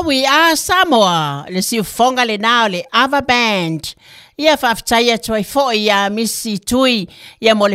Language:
Samoan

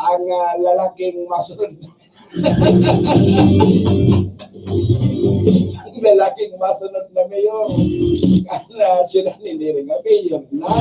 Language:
Bikol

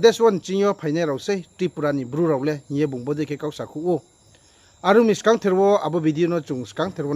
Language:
Riang (India)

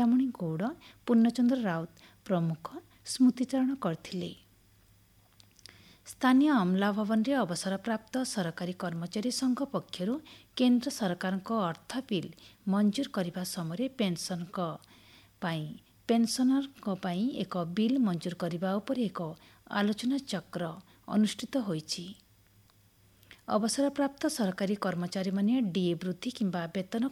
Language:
Odia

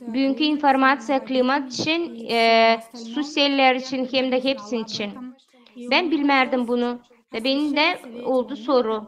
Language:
Gagauz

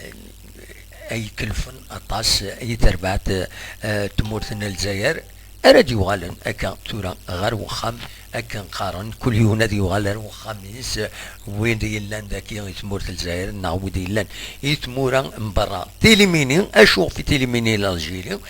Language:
Kabyle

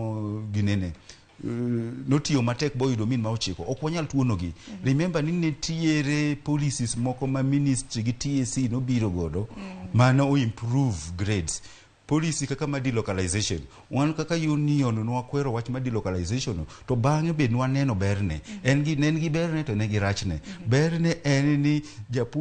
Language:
Luo (Kenya and Tanzania)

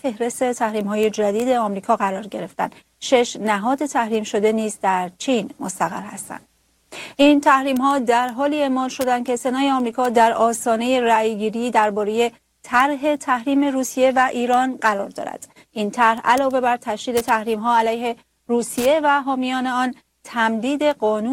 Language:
Persian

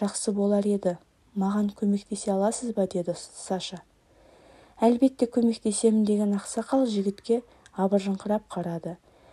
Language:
Kazakh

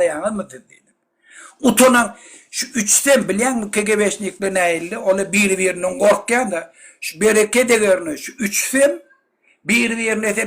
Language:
Turkmen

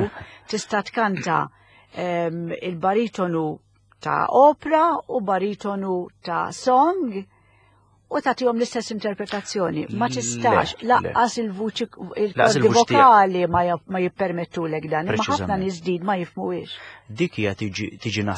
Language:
Maltese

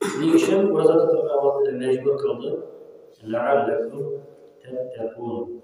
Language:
Tatar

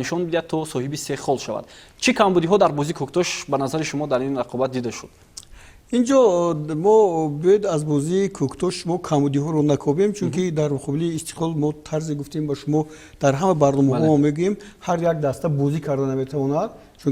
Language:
Tajik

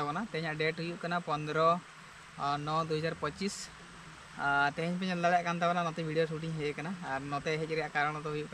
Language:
Santali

